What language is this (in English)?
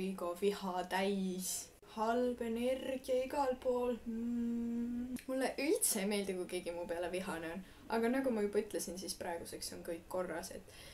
Estonian